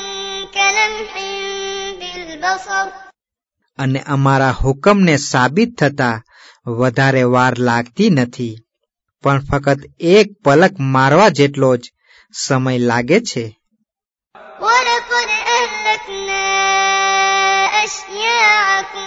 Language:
Gujarati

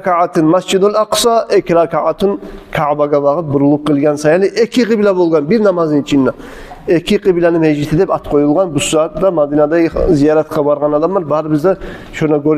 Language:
Kumyk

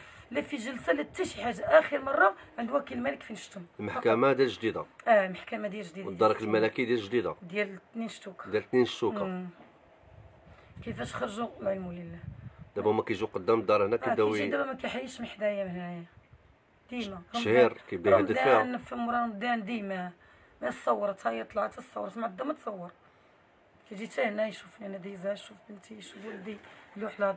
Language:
Moroccan Arabic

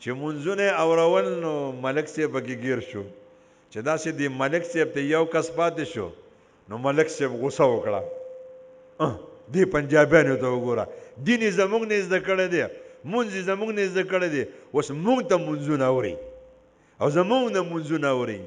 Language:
Pashto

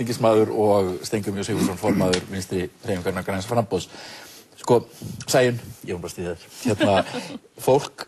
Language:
Icelandic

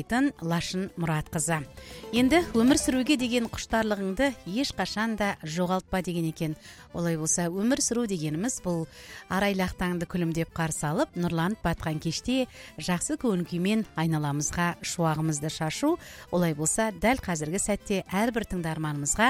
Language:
Kazakh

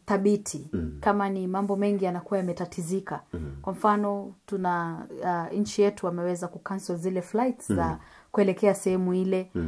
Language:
Swahili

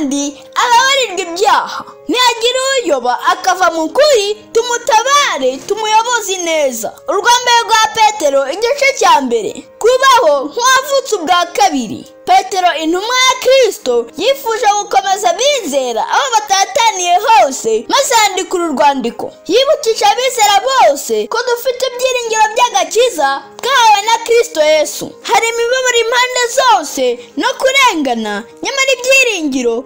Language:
Kinyarwanda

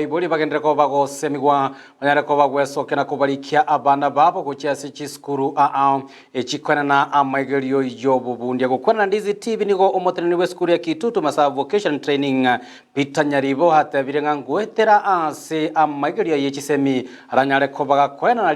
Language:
Gusii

